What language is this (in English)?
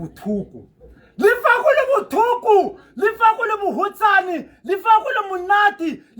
Tswana